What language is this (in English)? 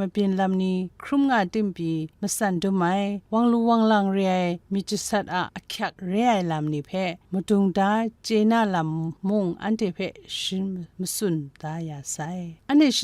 Kachin